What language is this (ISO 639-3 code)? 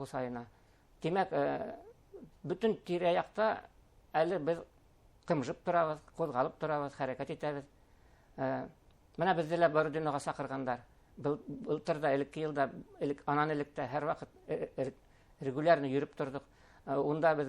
bak